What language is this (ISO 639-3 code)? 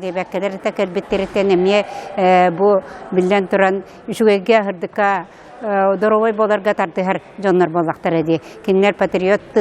sah